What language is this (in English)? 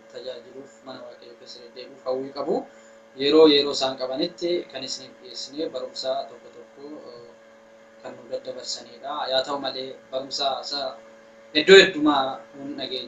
Oromo